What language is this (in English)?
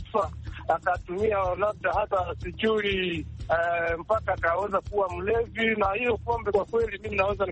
Swahili